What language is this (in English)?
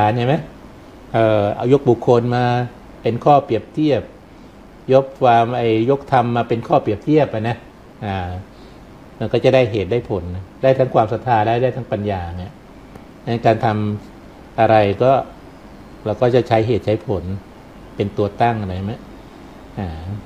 Thai